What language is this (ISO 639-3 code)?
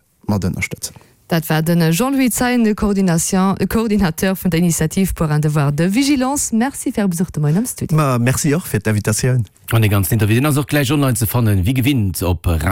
ltz